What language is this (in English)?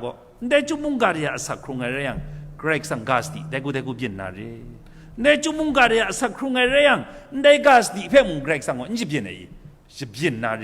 Kachin